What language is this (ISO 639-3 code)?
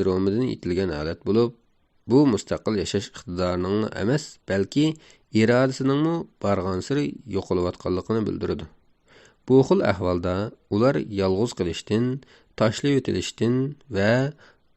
uig